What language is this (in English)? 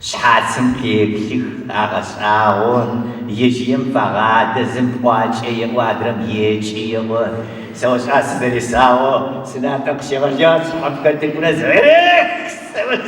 Adyghe